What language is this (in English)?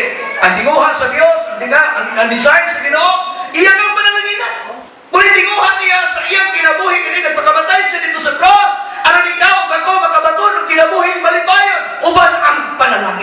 Cebuano